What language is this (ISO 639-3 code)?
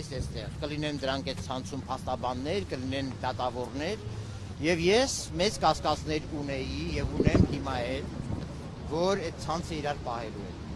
hye